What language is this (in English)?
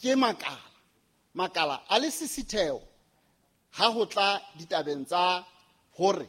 Southern Sotho